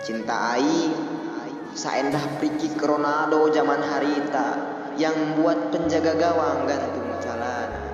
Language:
Sundanese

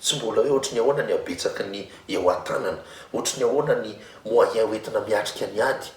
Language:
Malagasy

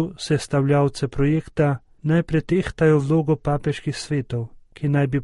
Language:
Slovenian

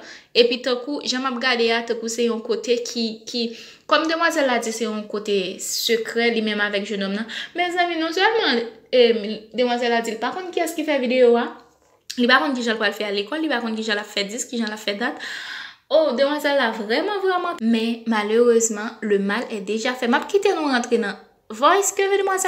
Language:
Haitian Creole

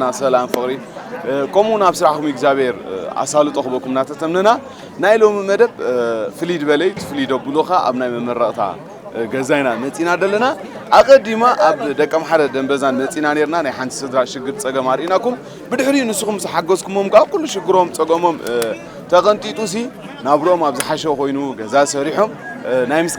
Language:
Tigrinya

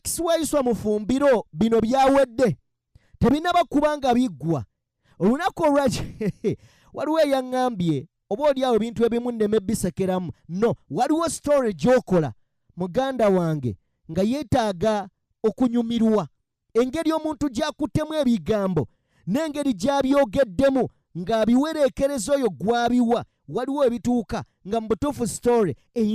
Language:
Ganda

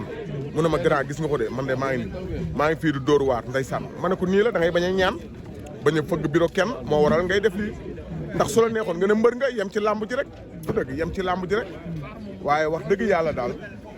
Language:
Wolof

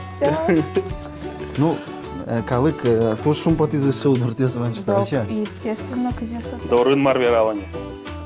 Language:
Udmurt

